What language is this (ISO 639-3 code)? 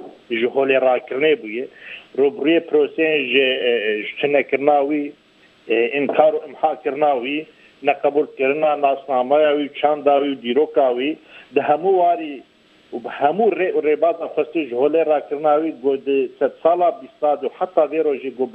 kur